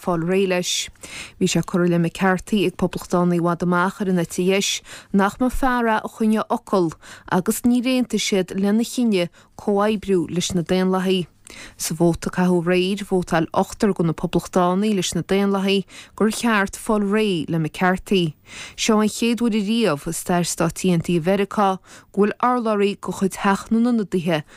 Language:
Irish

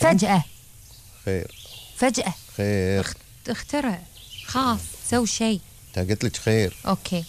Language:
Gulf Arabic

